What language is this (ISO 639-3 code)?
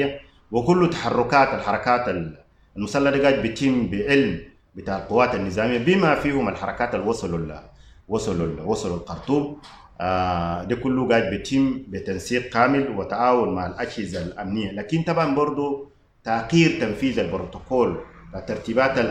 apd